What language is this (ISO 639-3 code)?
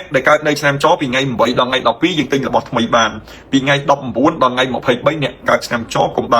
khm